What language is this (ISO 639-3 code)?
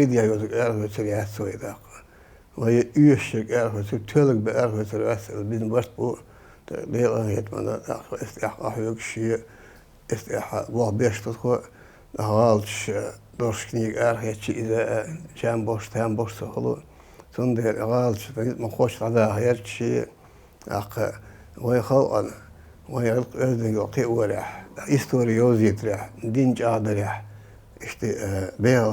che